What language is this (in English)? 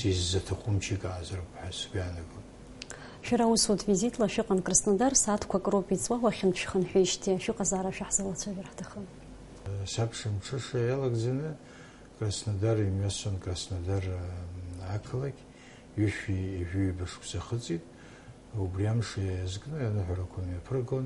Abkhazian